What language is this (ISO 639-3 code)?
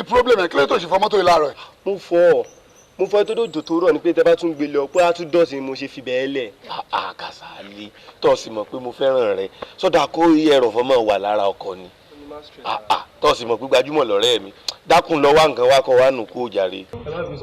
yor